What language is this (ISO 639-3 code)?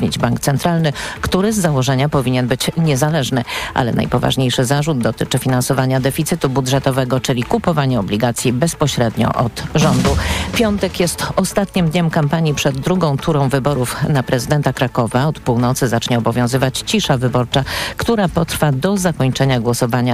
pol